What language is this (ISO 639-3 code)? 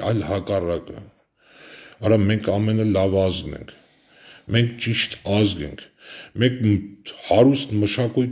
hye